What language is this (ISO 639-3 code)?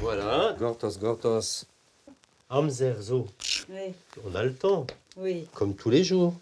bre